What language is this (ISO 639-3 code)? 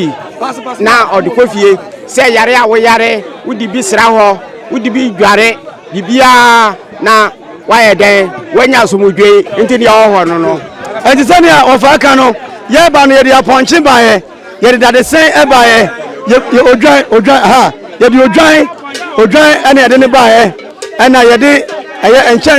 aka